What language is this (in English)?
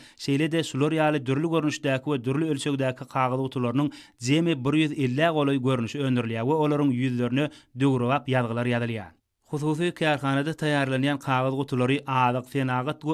Turkmen